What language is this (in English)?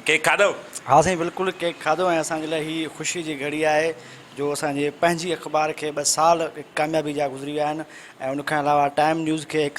Sindhi